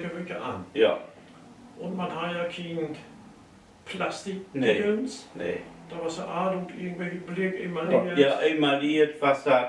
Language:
Low German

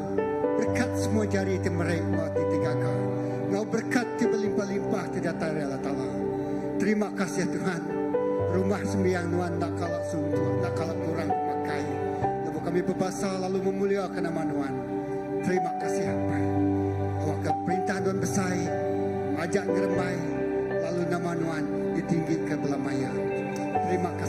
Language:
Iban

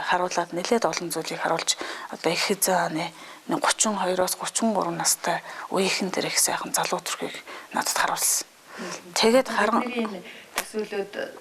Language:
Mongolian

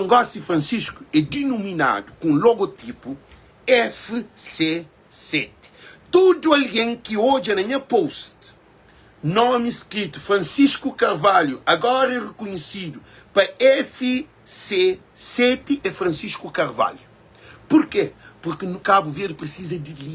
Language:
Kabuverdianu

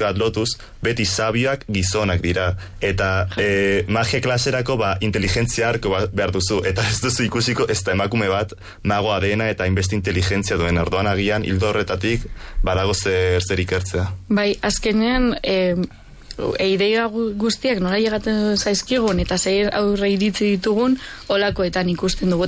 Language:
Basque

